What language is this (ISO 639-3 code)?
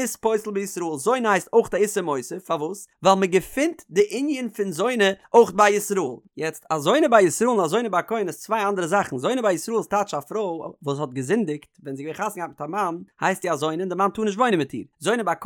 yid